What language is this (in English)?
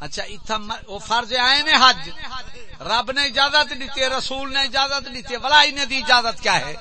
Saraiki